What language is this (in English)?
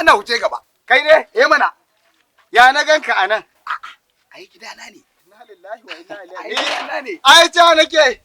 Hausa